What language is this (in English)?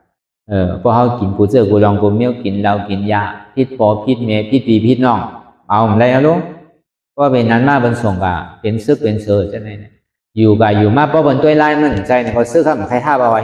Shan